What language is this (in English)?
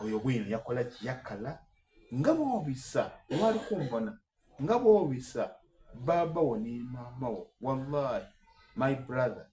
Soga